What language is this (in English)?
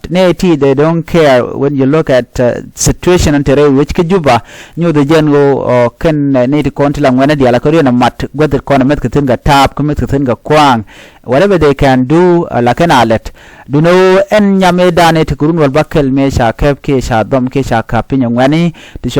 Nuer